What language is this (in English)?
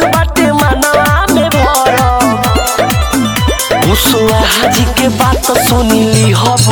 Bhojpuri